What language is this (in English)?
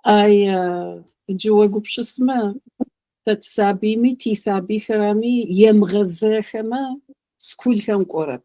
Adyghe